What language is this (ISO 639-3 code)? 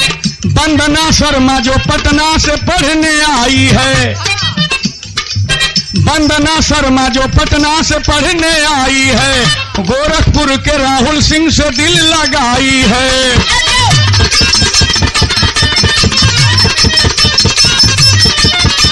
bho